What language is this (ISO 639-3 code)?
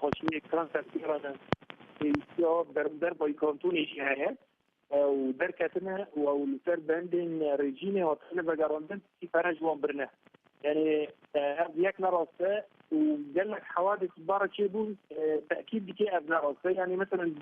kur